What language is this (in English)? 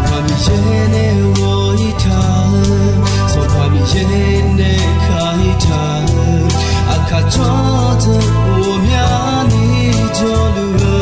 Akha